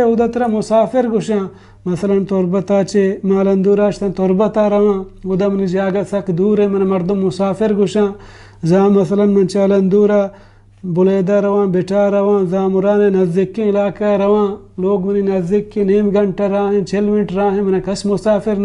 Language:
Baluchi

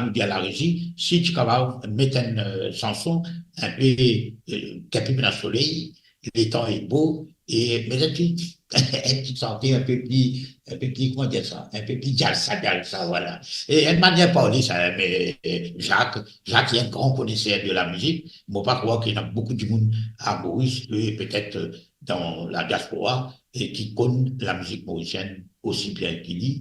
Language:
Morisyen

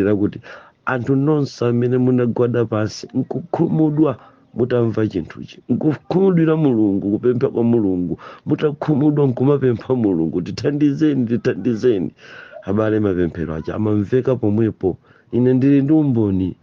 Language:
Nyanja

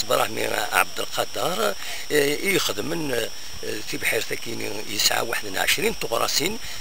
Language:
Kabyle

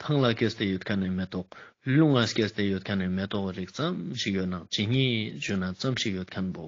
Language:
Ladakhi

